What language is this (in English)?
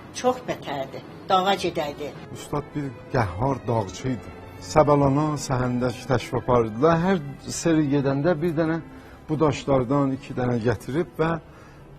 South Azerbaijani